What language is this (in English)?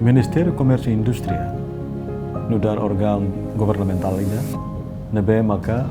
Tetum